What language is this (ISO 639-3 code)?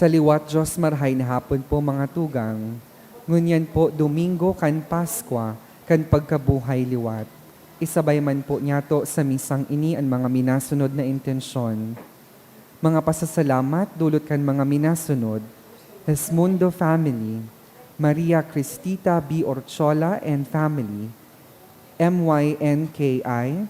bik